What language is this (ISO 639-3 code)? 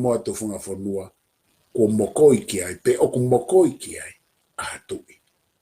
ton